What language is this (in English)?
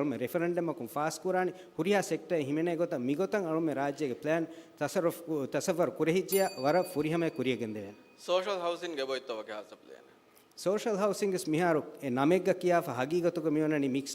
Divehi